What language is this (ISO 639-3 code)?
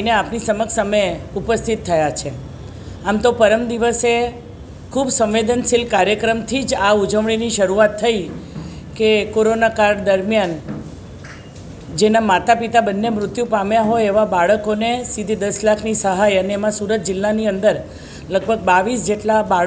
guj